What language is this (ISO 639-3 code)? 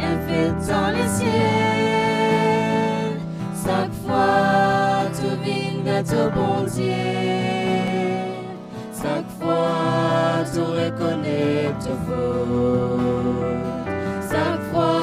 mfe